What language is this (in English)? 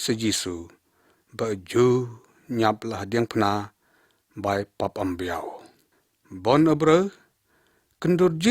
Lyngngam